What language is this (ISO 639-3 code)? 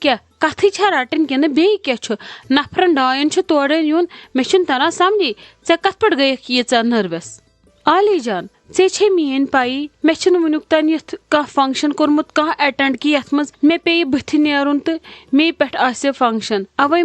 kas